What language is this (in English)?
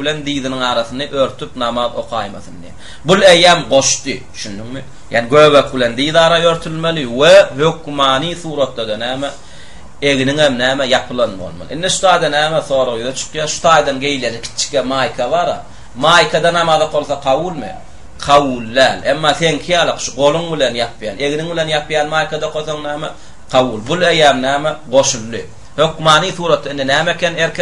Turkmen